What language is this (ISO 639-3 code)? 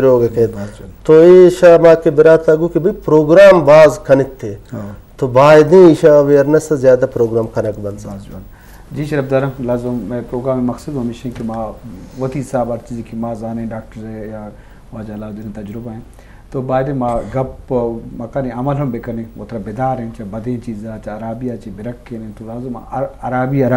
bgp